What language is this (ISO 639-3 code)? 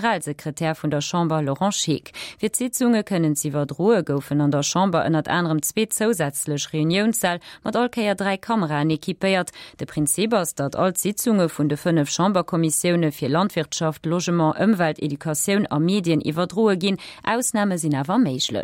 ltz